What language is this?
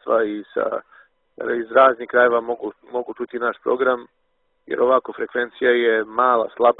Serbian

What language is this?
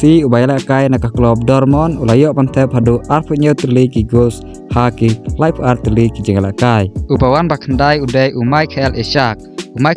Khasi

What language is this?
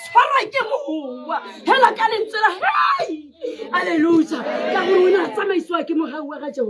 Tswana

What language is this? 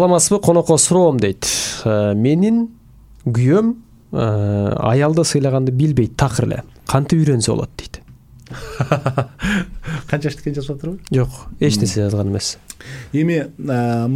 Kyrgyz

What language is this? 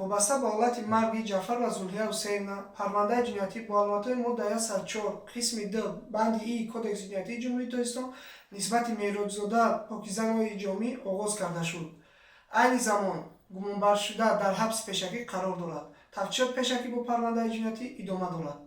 Tajik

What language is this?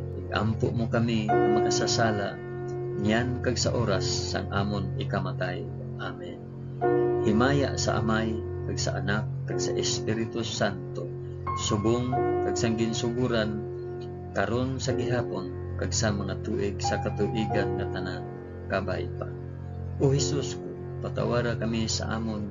Hiligaynon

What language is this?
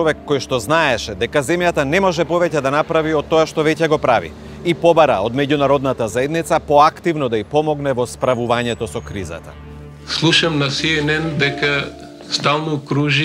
Macedonian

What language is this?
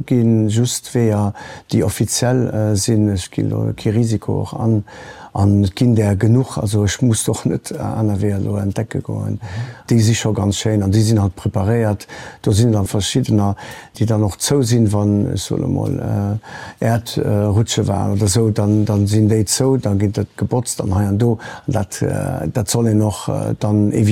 Luxembourgish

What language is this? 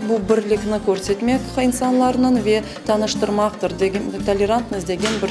Crimean Tatar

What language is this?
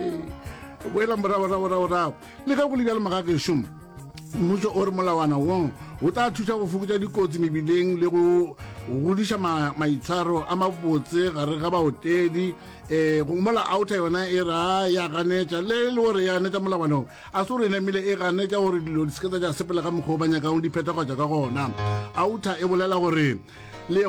Northern Sotho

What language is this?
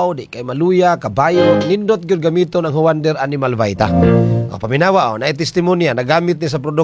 Cebuano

